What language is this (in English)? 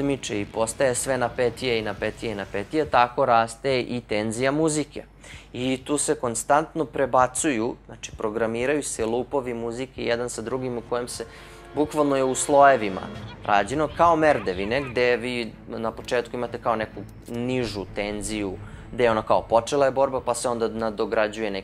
Serbian